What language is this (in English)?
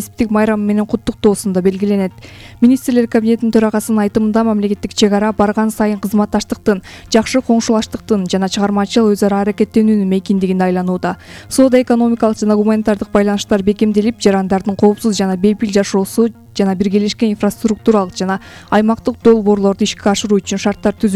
Kyrgyz